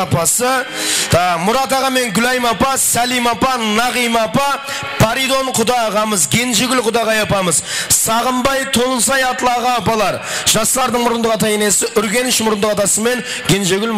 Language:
Kara-Kalpak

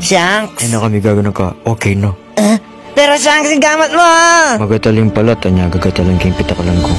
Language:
Pampanga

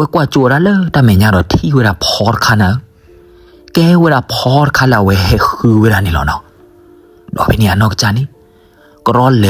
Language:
S'gaw Karen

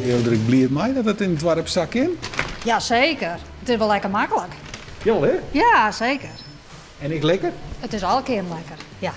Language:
Western Frisian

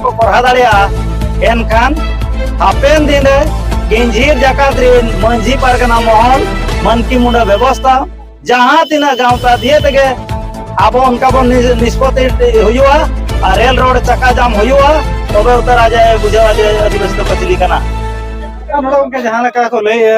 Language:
Santali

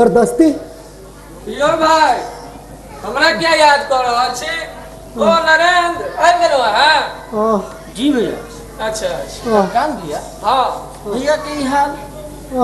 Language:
Maithili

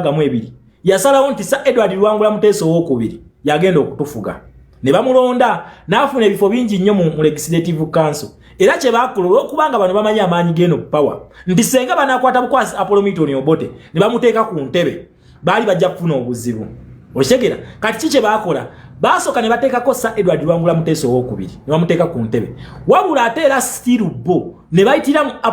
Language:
Ganda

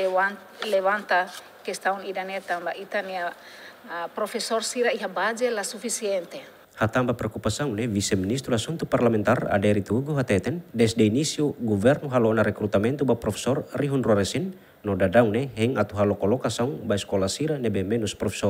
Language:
Tetum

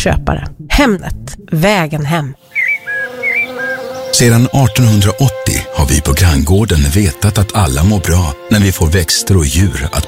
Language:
Swedish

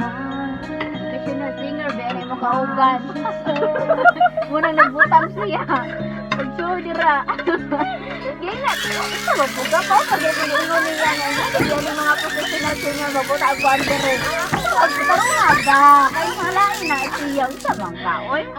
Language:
Cebuano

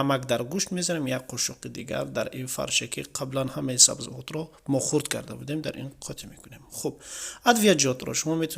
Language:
Tajik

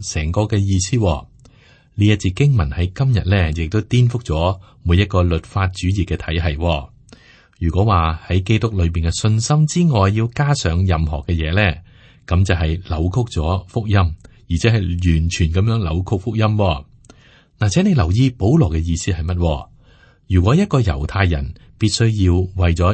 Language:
Cantonese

